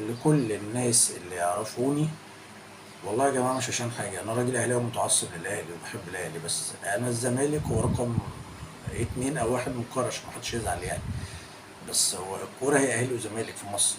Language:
Egyptian Arabic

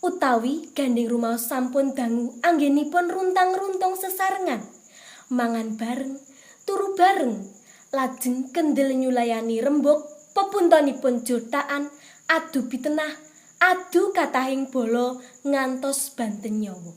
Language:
Javanese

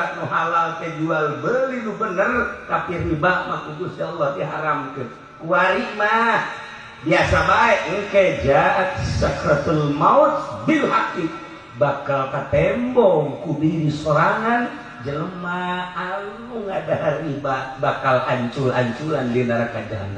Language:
Sundanese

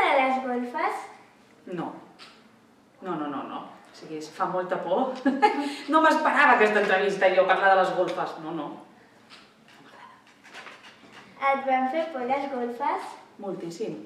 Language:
Catalan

